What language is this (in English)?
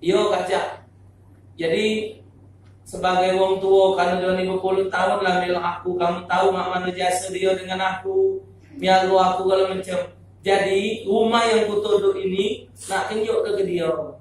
Musi